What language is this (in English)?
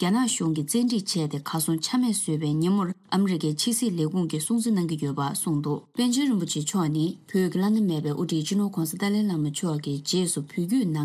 Tibetan